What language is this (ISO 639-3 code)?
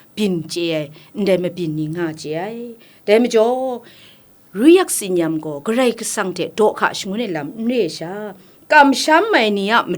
kac